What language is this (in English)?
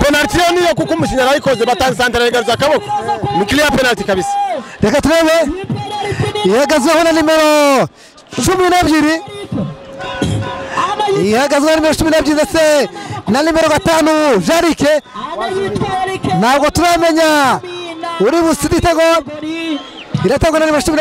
Kinyarwanda